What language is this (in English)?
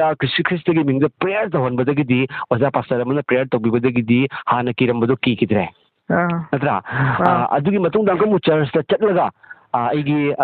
Manipuri